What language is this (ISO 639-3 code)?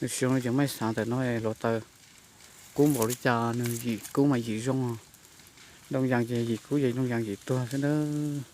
hmn